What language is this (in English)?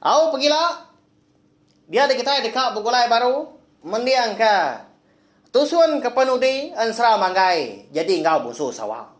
Iban